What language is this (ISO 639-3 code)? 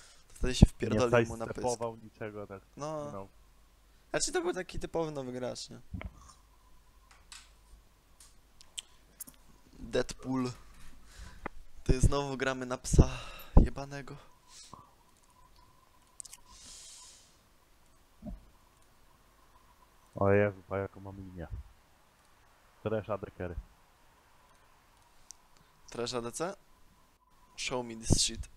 pol